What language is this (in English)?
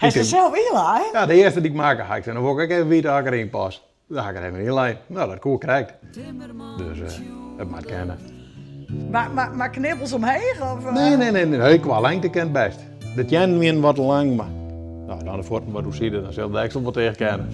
Western Frisian